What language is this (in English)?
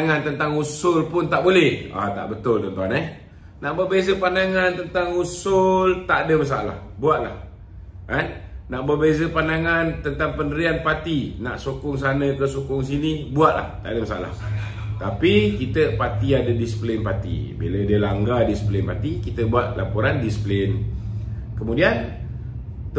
Malay